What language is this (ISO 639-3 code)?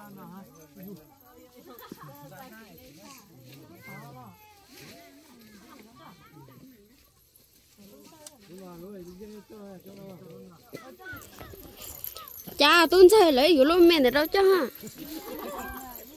vie